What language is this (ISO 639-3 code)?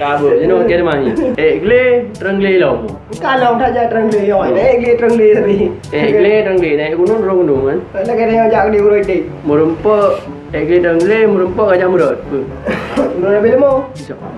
ace